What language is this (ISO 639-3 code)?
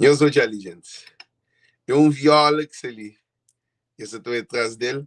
kea